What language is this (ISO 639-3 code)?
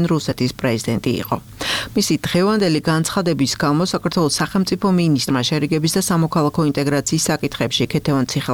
kat